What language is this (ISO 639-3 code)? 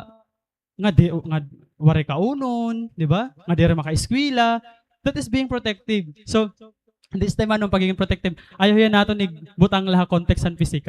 war